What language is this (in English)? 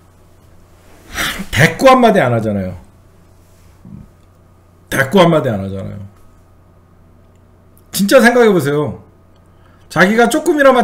Korean